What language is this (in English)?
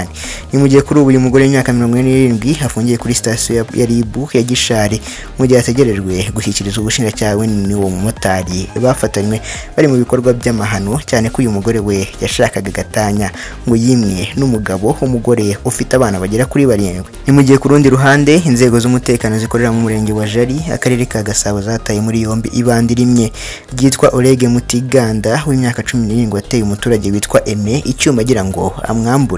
Kinyarwanda